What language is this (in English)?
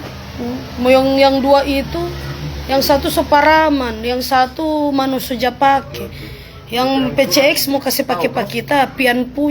Manado Malay